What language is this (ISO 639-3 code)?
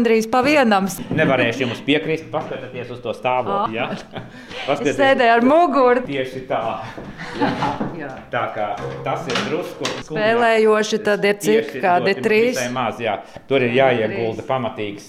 lav